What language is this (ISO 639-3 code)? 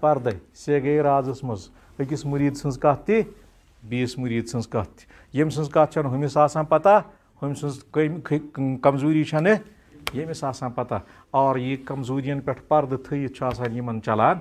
kas